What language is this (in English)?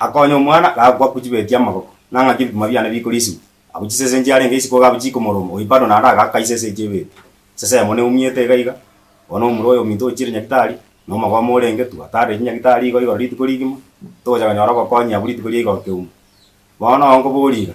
Gusii